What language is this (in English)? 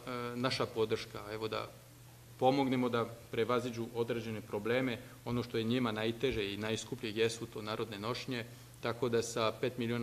Serbian